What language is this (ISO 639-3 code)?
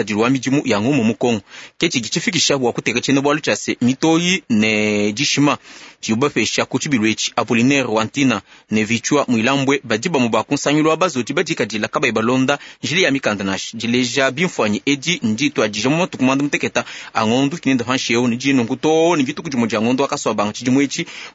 lua